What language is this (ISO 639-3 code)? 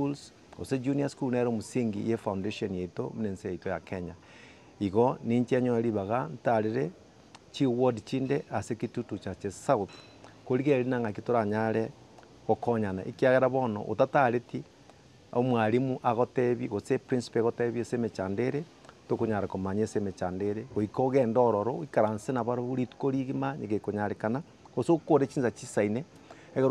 guz